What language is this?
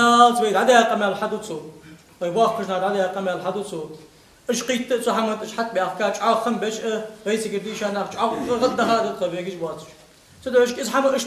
Ingush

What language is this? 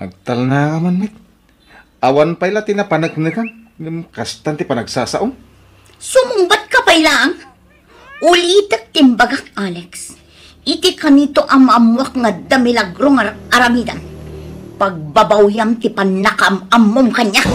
Iloko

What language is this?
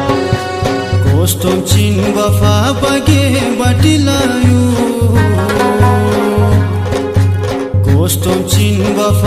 Shina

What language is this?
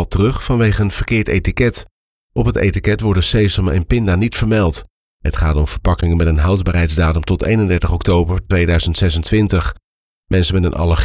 Dutch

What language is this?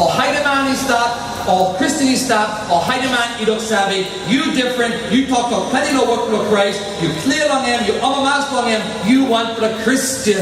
Tok Pisin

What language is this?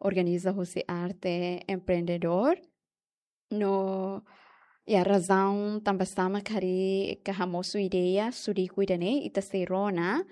Tetum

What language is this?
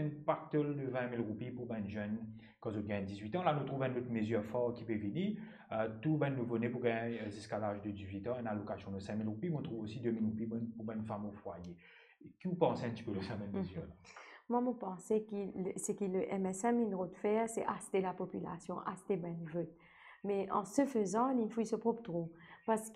Morisyen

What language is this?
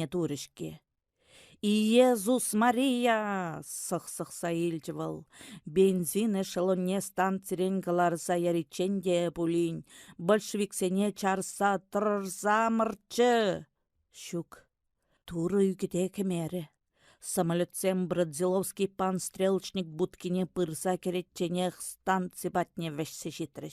Chuvash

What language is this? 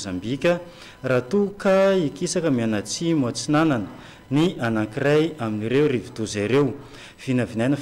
Malagasy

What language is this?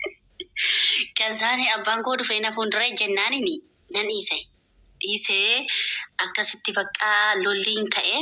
Oromo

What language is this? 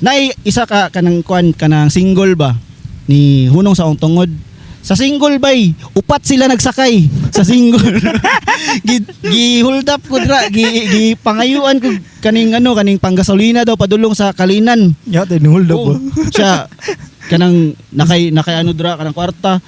Cebuano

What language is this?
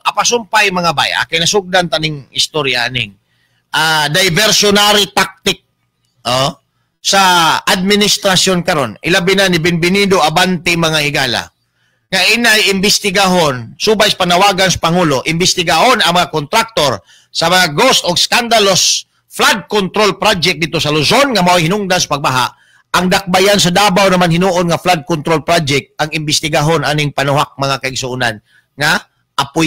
Cebuano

